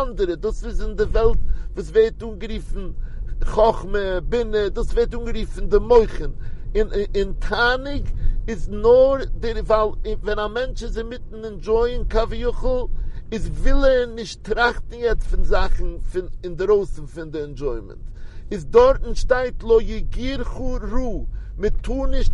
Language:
Yiddish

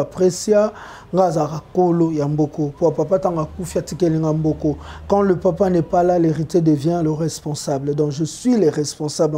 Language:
Lingala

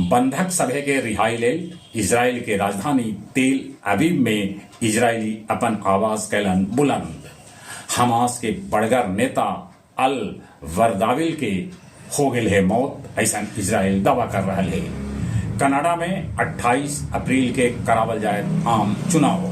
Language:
Magahi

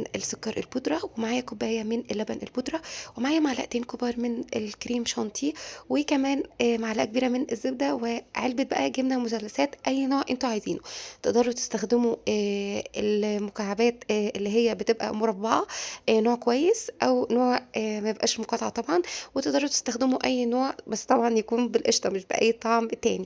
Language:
Egyptian Arabic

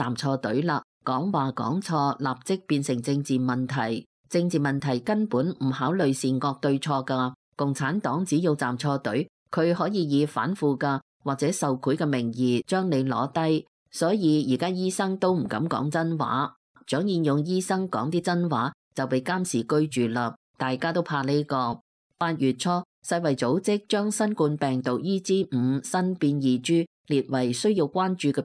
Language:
Cantonese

